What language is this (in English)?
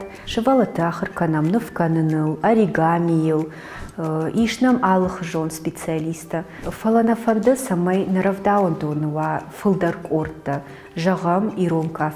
Ossetic